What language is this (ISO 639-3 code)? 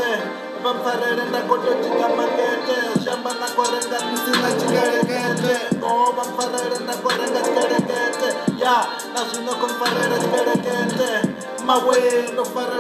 ven